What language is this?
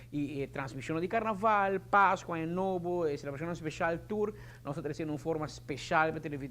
Papiamento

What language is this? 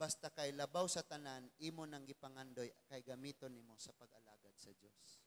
Cebuano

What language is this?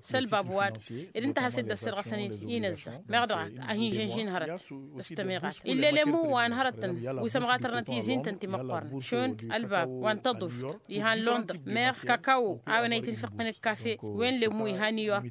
Tamasheq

